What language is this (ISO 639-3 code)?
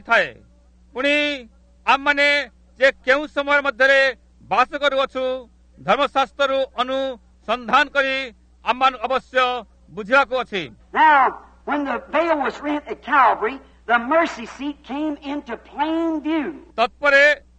ori